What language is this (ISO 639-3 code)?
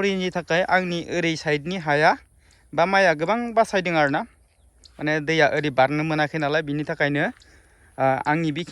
brx